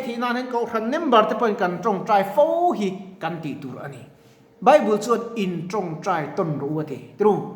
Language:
Mizo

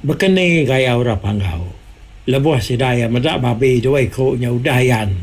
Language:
Iban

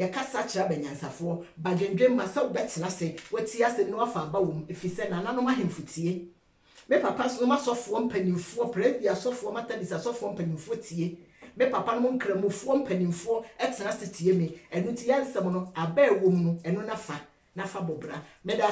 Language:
Akan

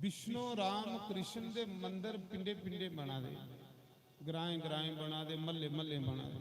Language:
Dogri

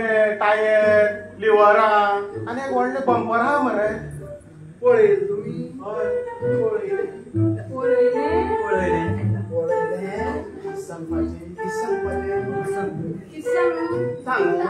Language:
Konkani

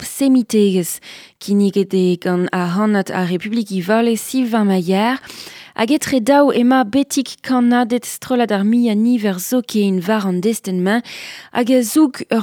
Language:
Breton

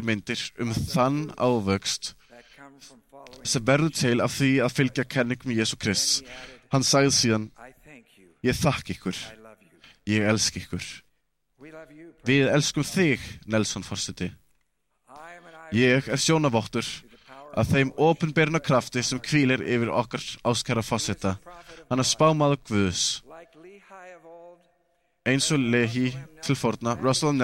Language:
Icelandic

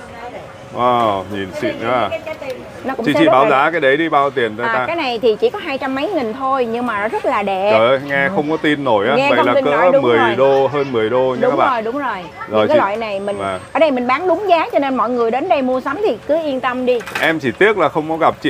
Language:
Vietnamese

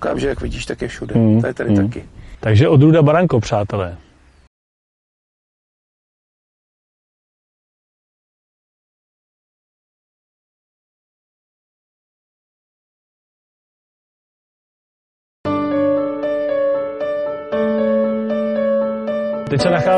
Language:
Czech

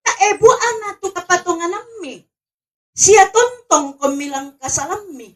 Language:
Toraja-Sa'dan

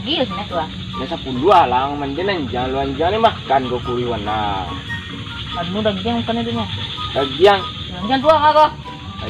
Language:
Minangkabau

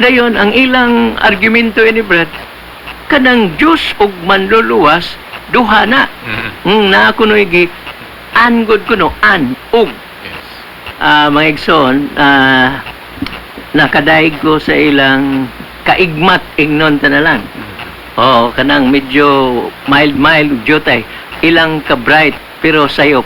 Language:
Cebuano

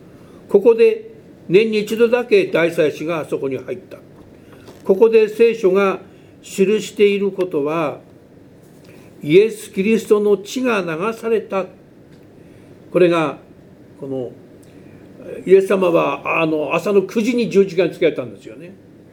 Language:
Japanese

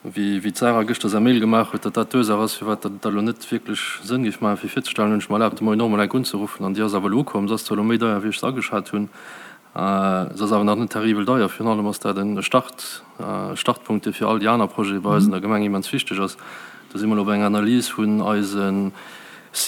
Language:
Luxembourgish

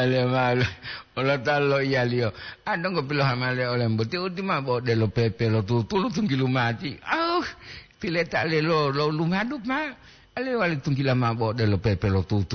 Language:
Gorontalo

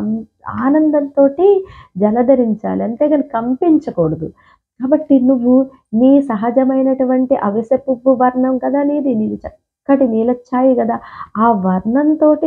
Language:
Telugu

